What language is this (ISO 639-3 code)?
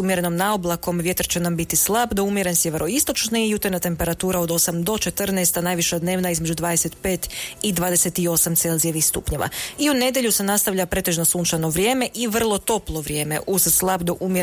hrv